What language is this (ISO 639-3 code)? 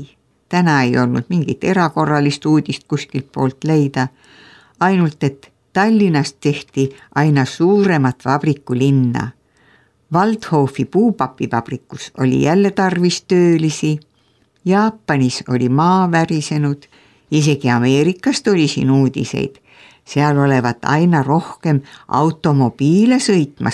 est